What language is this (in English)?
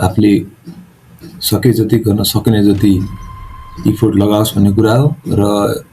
Nepali